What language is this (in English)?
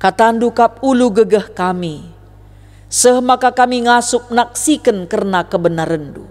Batak Karo